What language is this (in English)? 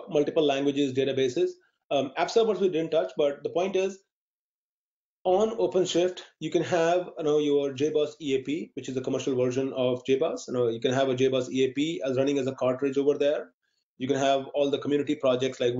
English